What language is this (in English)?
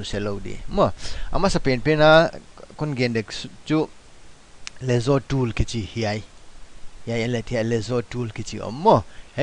Paite Chin